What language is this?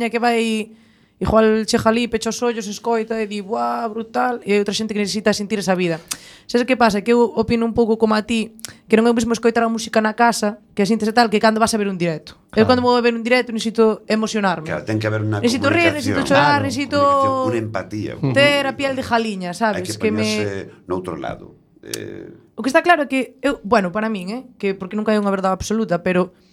Galician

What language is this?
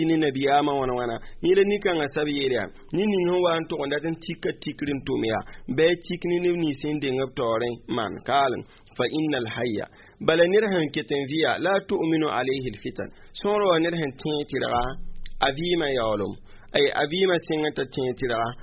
Mossi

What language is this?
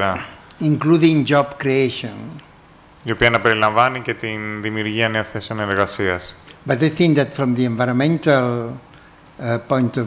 Greek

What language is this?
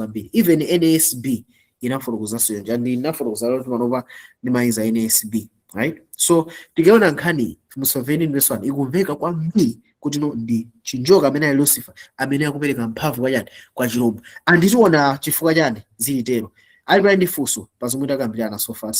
Nyanja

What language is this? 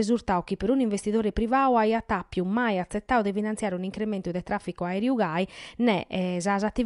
Sardinian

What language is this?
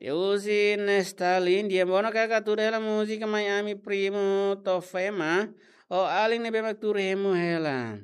Tetum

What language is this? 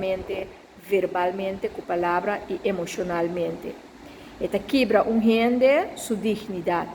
Papiamento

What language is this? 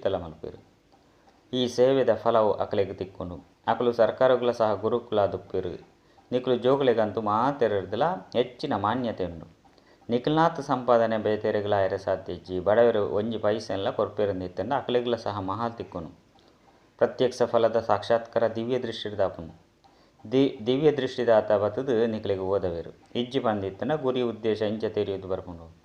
Tulu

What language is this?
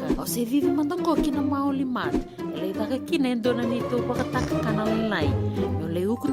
Fijian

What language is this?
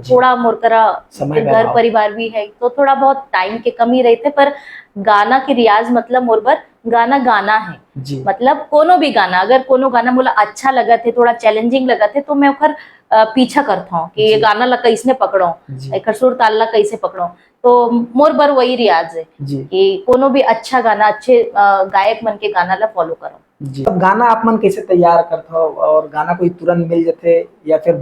Chhattisgarhi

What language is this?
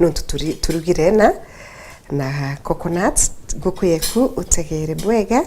Meru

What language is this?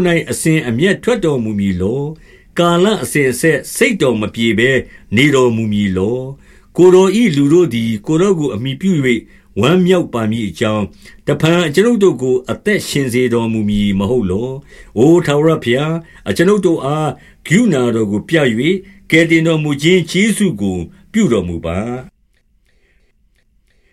Burmese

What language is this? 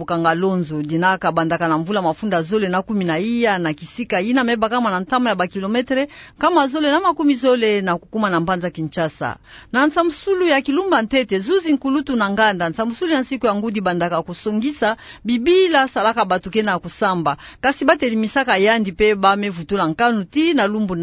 Kituba (Democratic Republic of Congo)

